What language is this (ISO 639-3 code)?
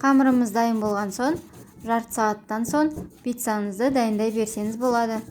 kaz